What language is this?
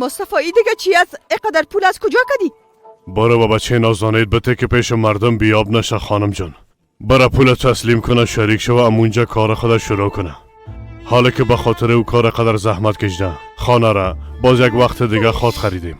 Persian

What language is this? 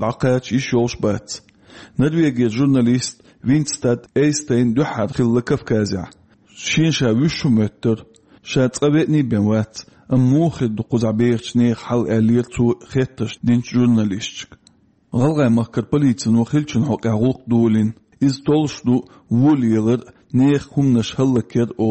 Chechen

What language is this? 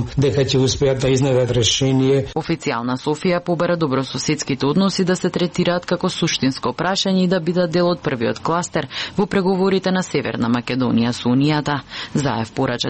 Macedonian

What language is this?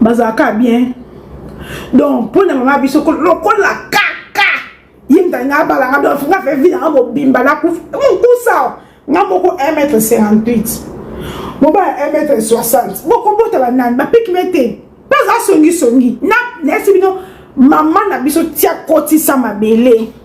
Lingala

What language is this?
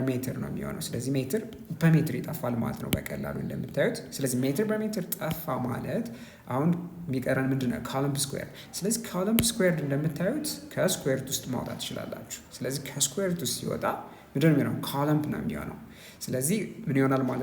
Amharic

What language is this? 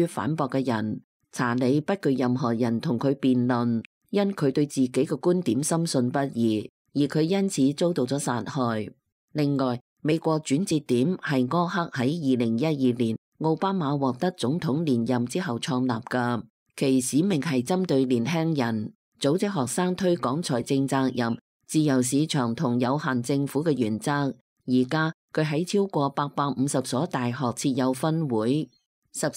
Cantonese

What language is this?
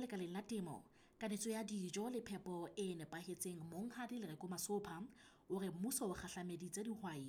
Southern Sotho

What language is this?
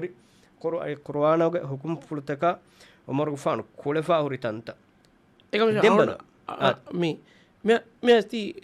Divehi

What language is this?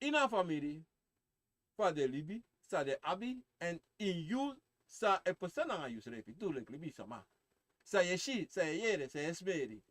Sranan Tongo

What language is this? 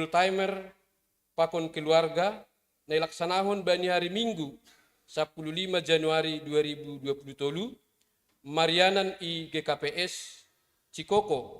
Batak Simalungun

